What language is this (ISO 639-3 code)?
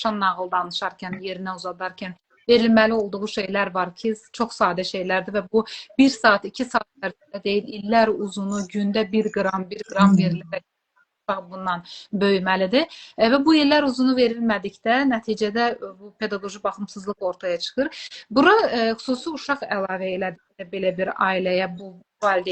aze